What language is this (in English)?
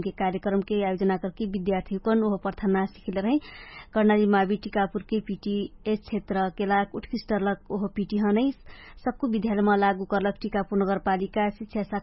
Dangaura Tharu